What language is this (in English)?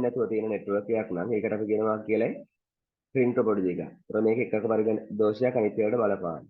Sinhala